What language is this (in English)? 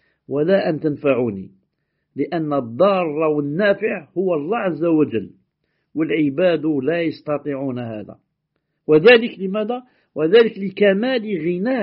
Arabic